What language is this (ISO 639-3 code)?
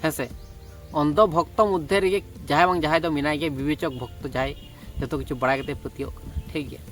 sat